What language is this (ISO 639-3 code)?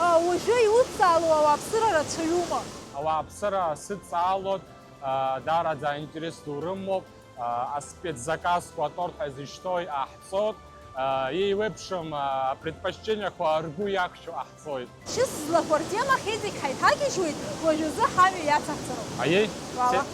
abk